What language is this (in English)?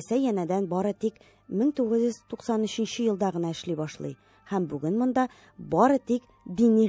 Tatar